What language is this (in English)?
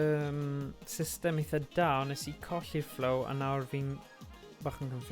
Welsh